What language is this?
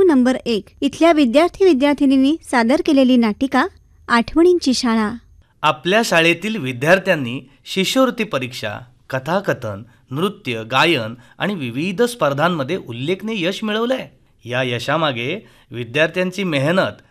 Marathi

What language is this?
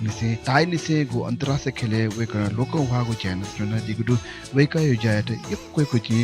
Newari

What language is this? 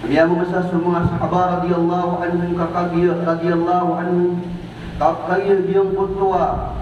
Maranao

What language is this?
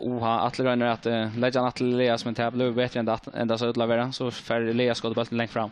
Faroese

